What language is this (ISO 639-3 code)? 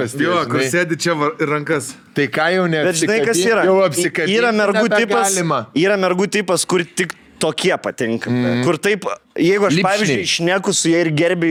lit